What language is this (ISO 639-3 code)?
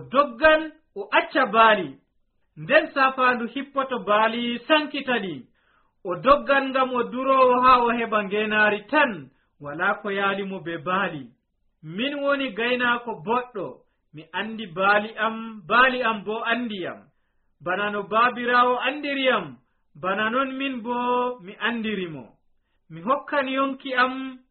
fuv